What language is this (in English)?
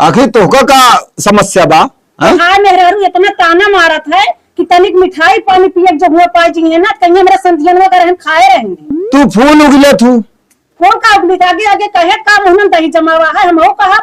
Awadhi